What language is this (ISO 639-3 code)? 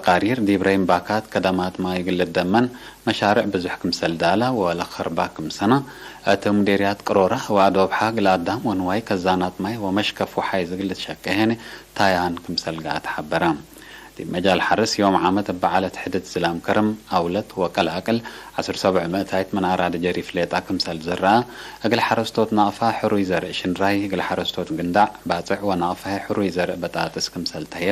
tig